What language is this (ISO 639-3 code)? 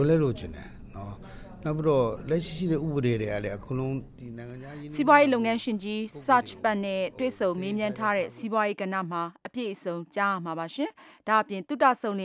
mya